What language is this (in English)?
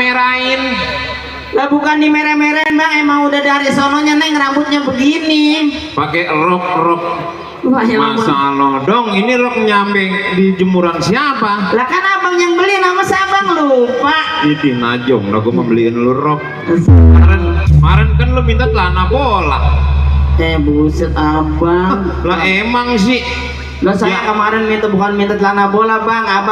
Betawi